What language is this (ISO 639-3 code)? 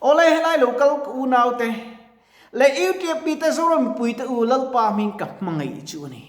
lus